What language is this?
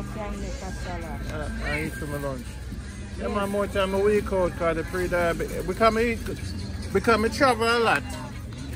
Jamaican Creole English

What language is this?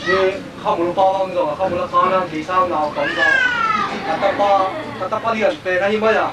Tedim Chin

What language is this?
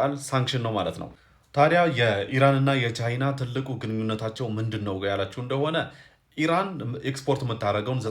Amharic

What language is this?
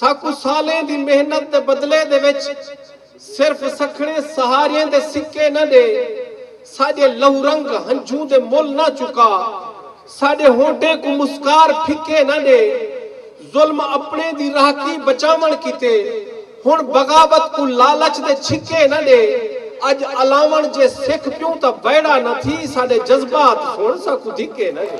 Saraiki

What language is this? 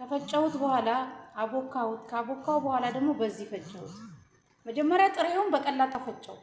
Amharic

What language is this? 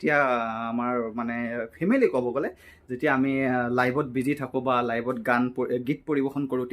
Assamese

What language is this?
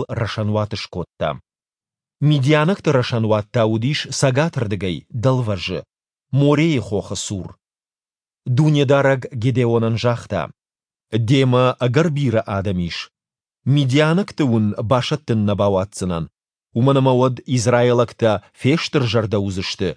Ossetic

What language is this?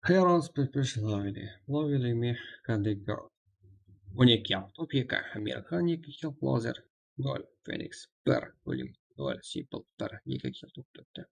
Kara-Kalpak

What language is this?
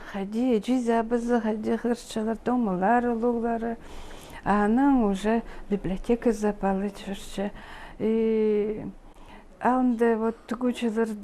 Khakas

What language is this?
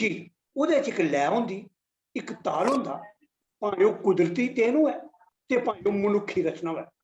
Dogri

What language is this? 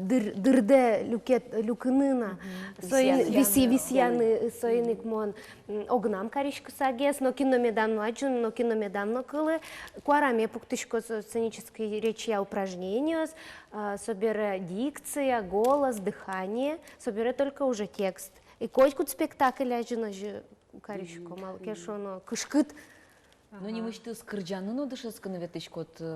Udmurt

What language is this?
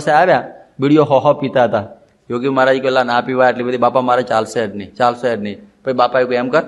Gujarati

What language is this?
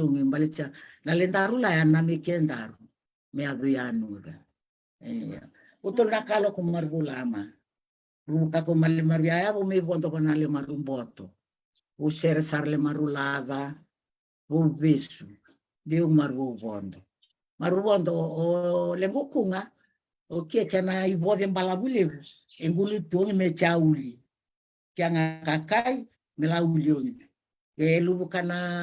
Fijian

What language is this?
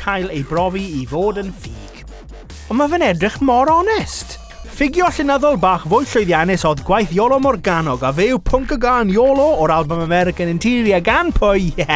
Welsh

